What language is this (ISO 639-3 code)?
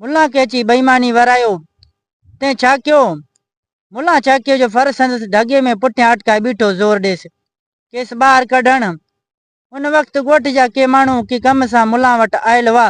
snd